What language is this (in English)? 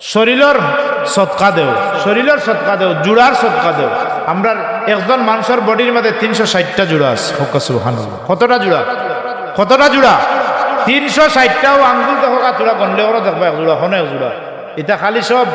Sylheti